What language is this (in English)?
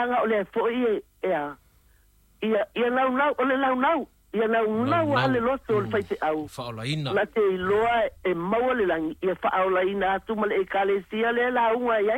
Samoan